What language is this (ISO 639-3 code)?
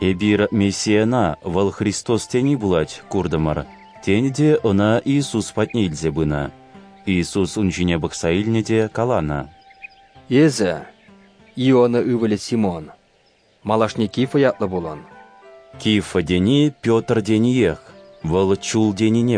chv